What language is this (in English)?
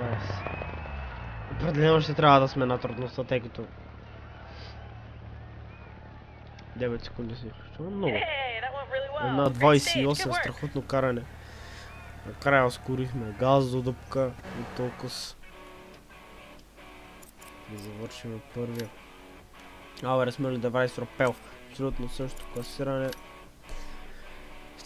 Bulgarian